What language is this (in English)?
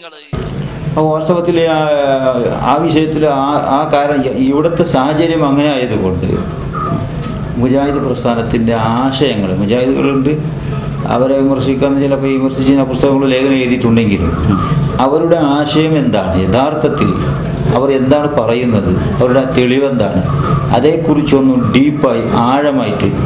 Malayalam